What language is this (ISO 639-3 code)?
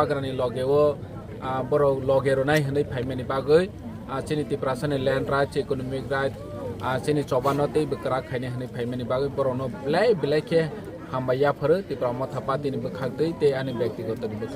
trp